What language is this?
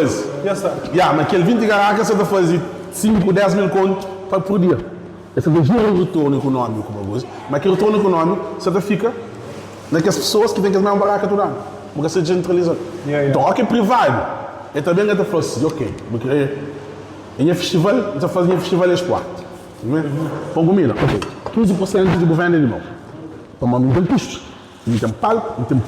Kabuverdianu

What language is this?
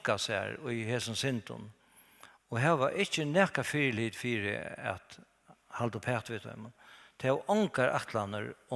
Faroese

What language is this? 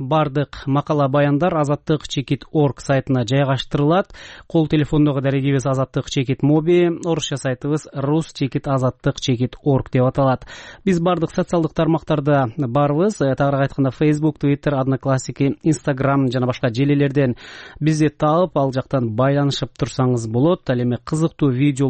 Kyrgyz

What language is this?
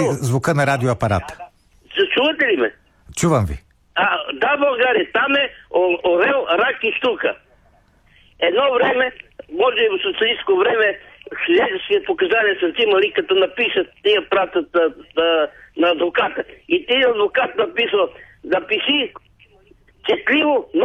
Bulgarian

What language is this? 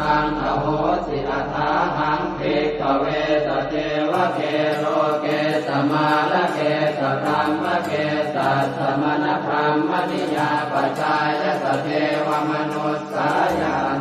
Pali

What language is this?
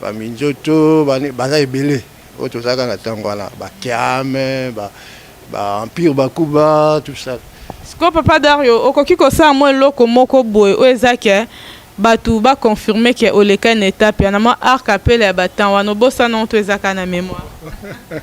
Lingala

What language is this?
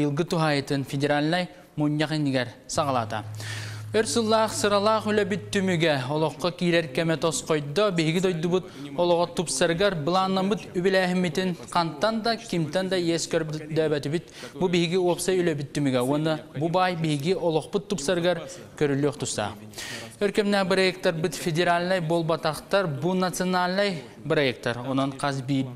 Yakut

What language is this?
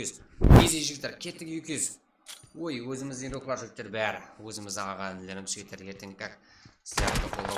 Kara-Kalpak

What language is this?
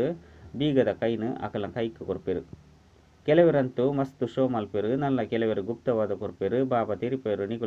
Tulu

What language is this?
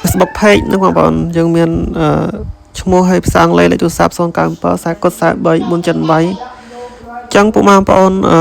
Khmer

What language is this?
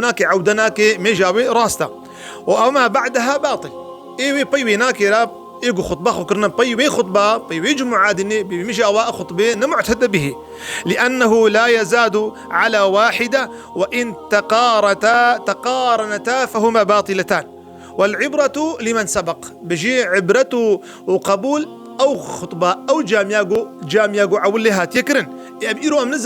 Kurdish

